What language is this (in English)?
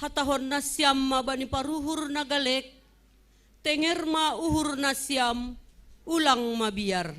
Batak Simalungun